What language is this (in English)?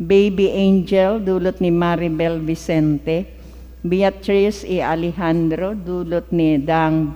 Bikol